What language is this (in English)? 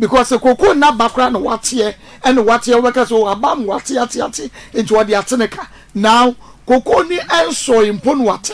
Akan